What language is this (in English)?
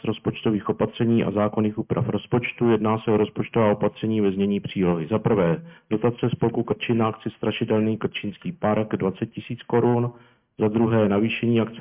Czech